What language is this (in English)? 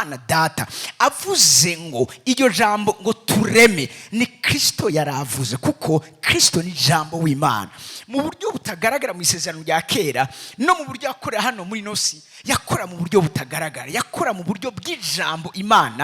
Rundi